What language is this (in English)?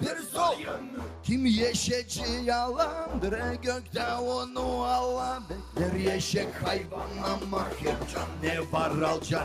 Gagauz